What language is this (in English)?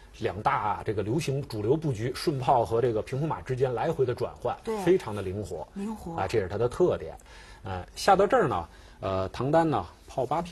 Chinese